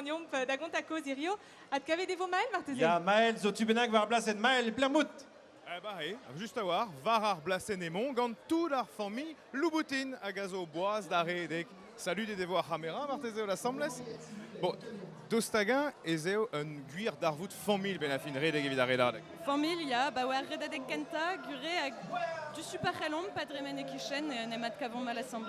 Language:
Breton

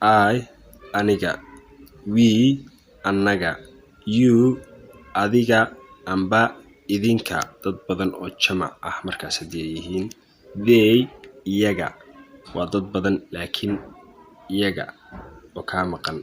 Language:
Somali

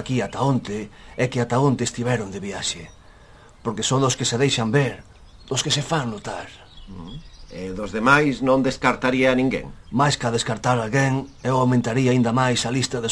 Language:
Galician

